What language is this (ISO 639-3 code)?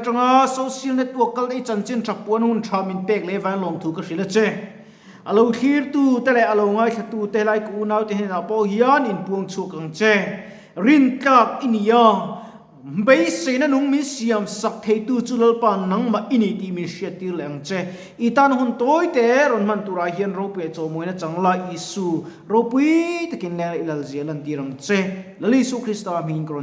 lus